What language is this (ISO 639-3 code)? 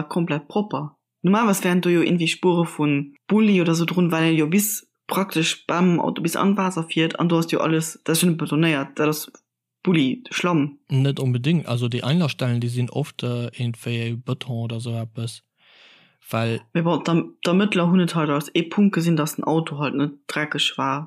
ltz